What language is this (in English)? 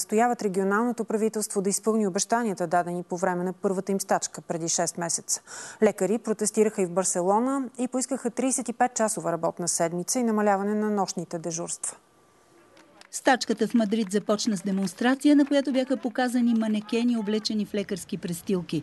Bulgarian